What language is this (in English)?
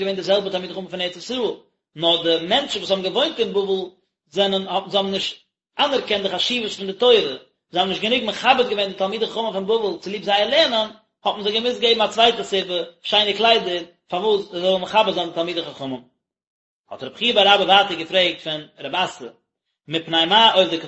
Yiddish